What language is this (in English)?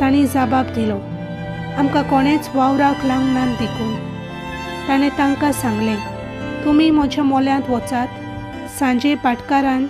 Konkani